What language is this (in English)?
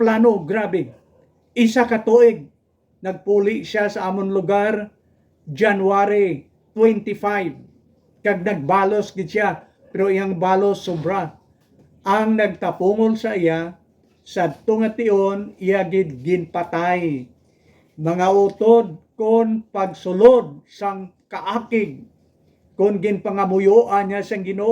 Hiligaynon